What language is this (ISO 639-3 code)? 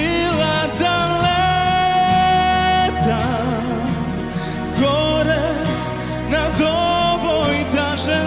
srp